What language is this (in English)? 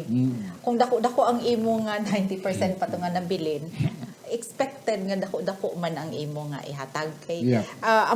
Hiligaynon